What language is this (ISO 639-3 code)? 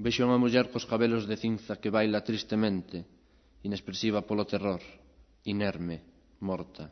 glg